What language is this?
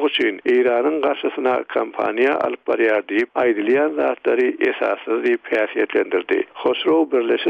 Turkmen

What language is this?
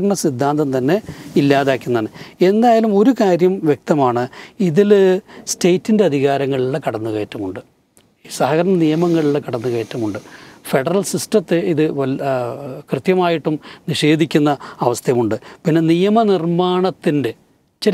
Malayalam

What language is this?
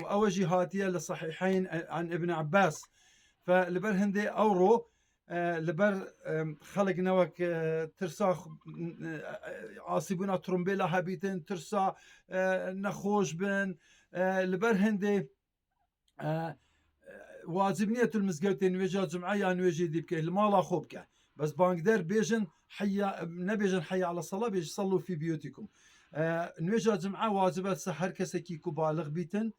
Kurdish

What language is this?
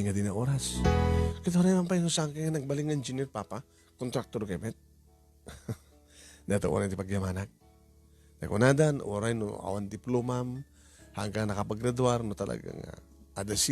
Iloko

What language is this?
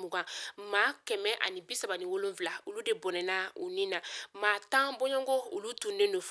Bambara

